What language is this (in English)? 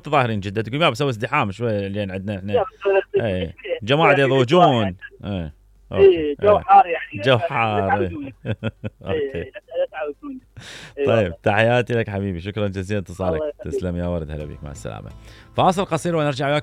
Mesopotamian Arabic